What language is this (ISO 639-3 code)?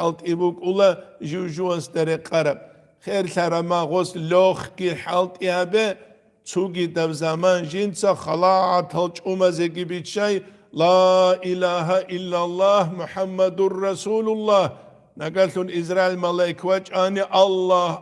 ava